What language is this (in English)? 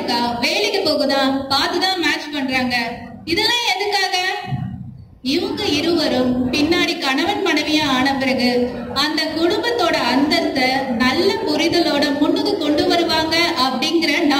Tamil